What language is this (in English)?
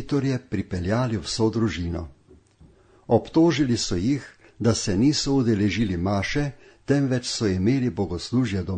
Slovenian